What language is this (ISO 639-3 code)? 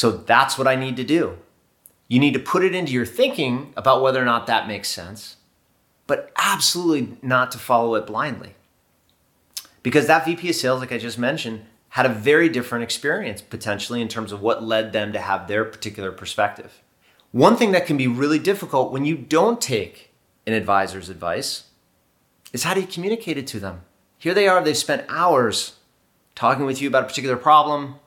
eng